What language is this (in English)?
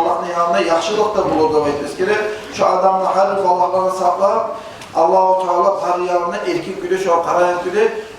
Kumyk